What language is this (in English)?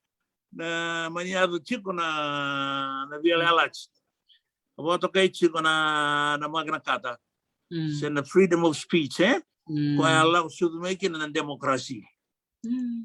Fijian